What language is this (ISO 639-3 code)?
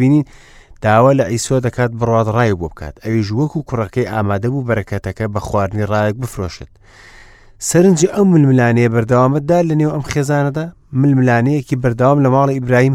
ckb